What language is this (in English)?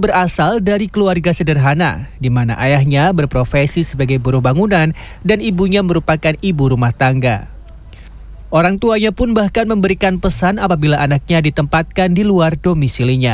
Indonesian